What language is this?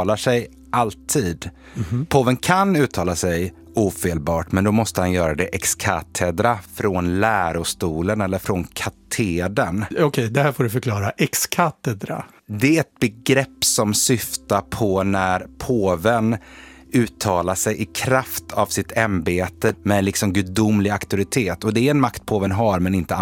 Swedish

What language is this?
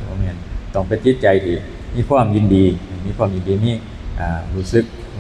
Northeastern Thai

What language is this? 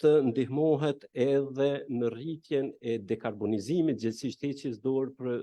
Albanian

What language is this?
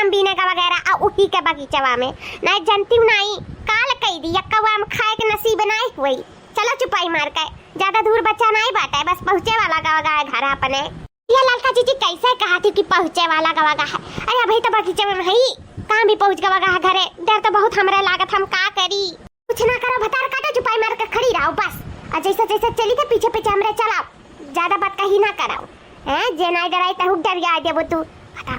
Awadhi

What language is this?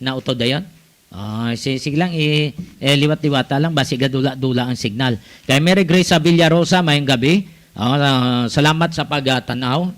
Hiligaynon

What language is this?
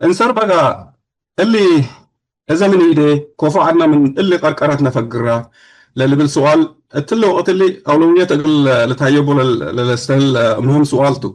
Tigre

